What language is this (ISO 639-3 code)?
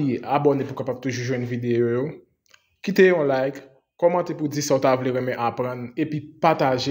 hat